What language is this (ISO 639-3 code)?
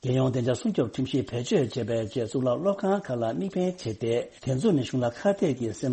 bod